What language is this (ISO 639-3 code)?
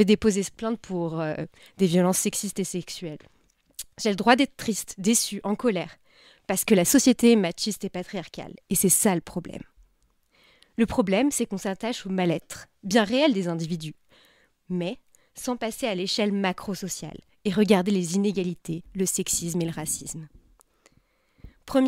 fra